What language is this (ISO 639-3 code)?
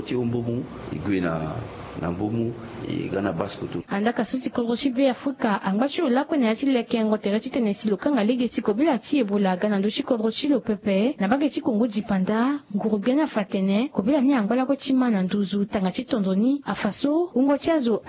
sag